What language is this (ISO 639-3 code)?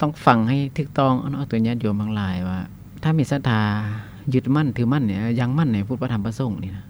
lao